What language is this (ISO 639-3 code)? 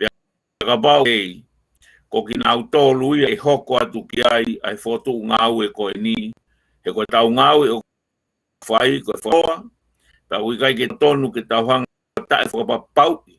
ton